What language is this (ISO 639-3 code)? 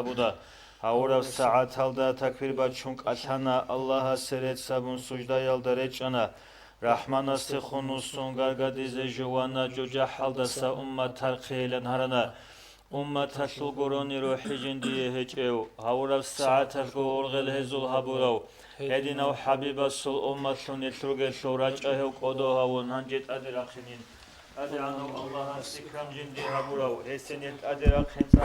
ava